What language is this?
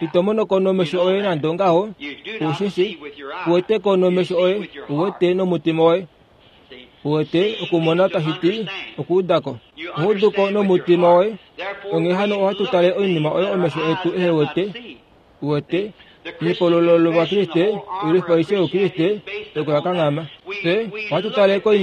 Kuanyama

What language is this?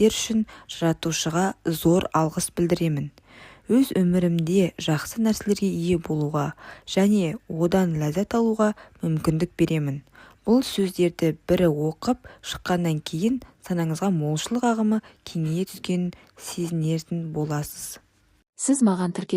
Kazakh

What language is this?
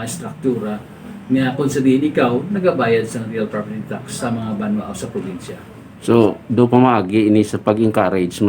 Hiligaynon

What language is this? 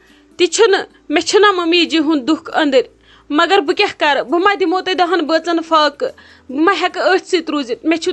Kashmiri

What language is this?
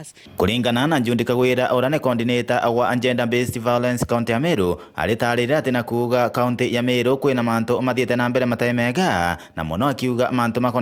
Meru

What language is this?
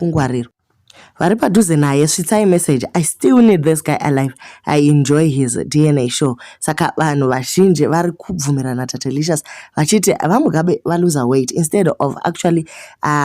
Shona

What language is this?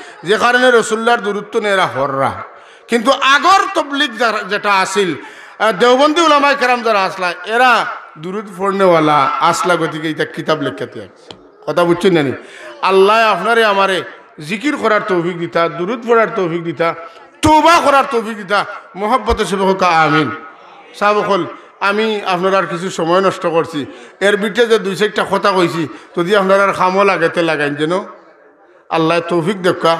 Sylheti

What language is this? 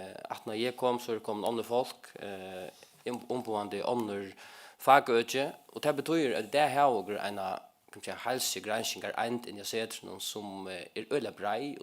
Faroese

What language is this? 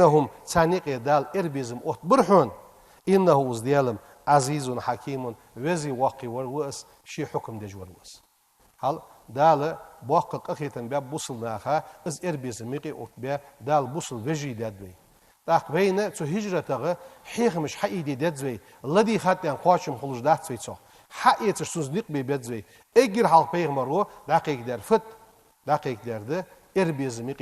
Ingush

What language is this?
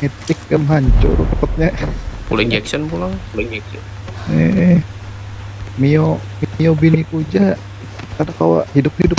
Banjar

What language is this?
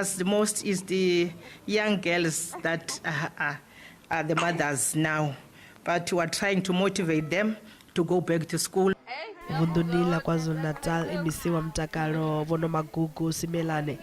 Venda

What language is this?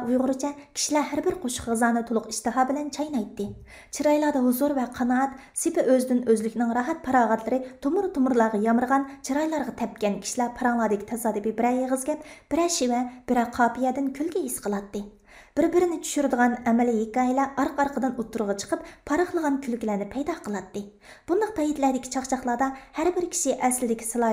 Uyghur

